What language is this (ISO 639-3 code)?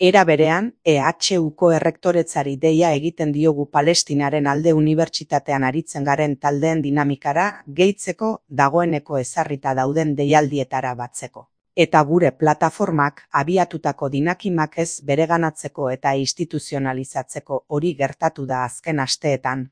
eus